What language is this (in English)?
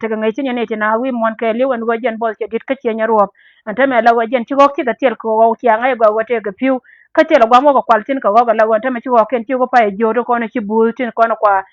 Nuer